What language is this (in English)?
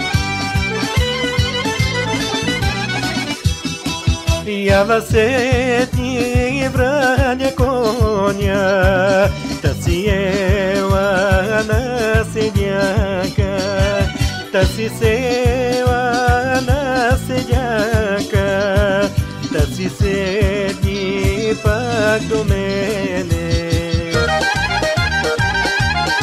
Bulgarian